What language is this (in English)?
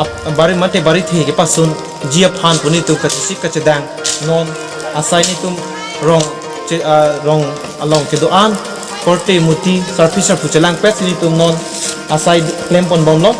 Karbi